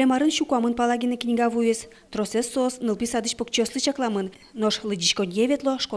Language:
Udmurt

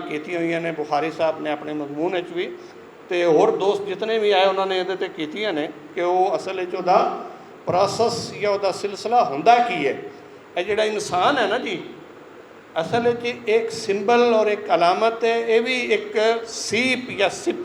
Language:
Western Panjabi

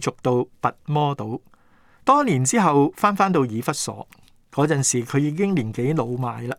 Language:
Cantonese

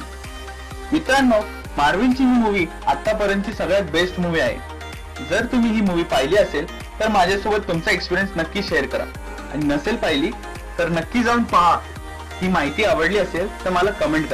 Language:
Marathi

